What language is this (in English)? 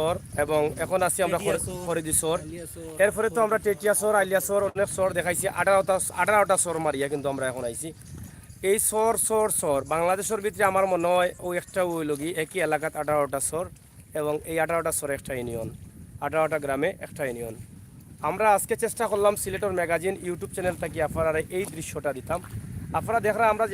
Sylheti